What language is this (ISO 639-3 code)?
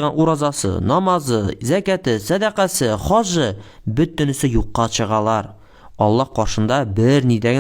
tat